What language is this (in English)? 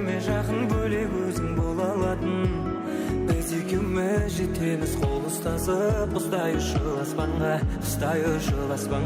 Kara-Kalpak